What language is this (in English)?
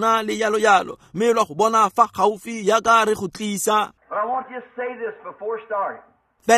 Tswana